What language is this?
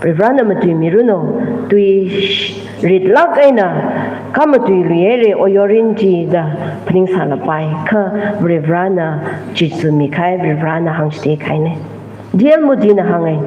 Tangkhul Naga (India)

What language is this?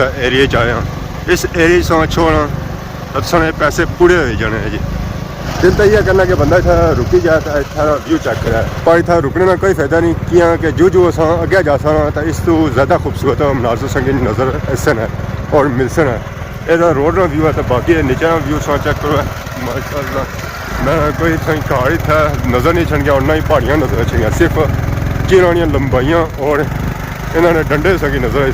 Pahari-Potwari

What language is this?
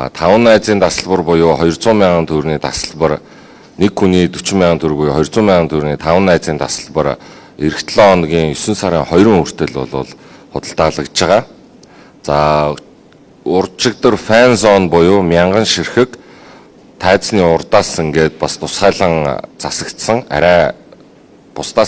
Mongolian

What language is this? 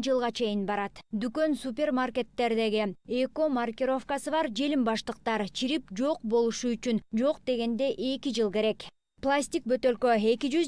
Kyrgyz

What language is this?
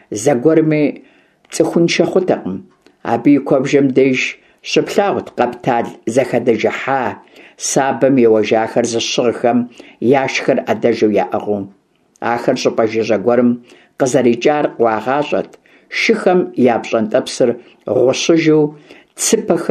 Kabardian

